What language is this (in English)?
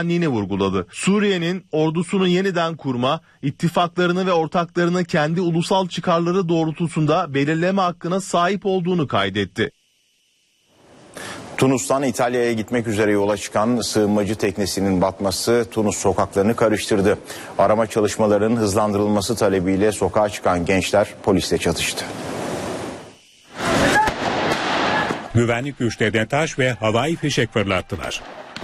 Turkish